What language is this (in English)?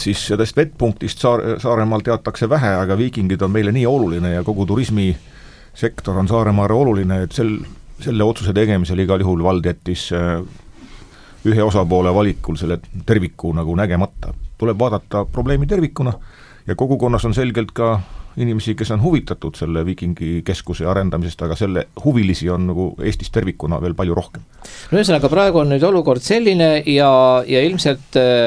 Estonian